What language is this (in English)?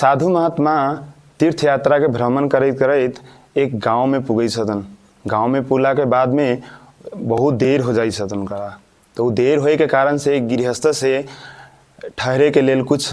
Maithili